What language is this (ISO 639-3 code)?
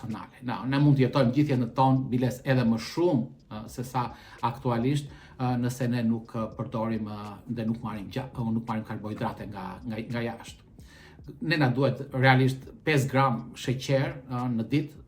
sqi